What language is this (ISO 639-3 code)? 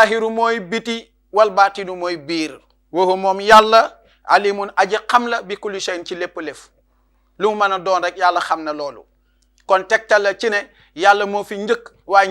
wol